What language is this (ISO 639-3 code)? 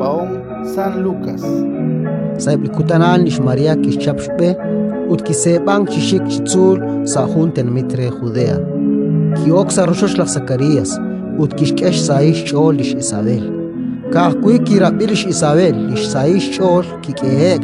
kek